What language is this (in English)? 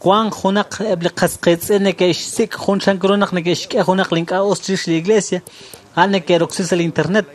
Kekchí